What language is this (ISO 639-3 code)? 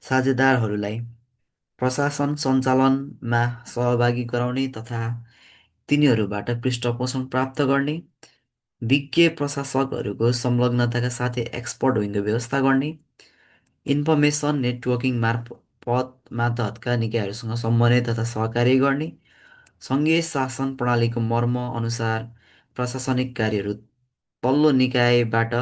nep